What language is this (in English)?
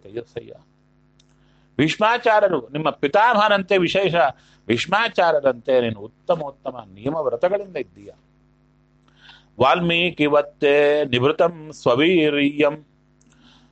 Kannada